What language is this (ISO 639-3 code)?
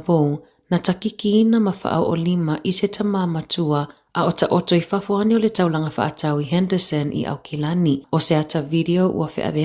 smo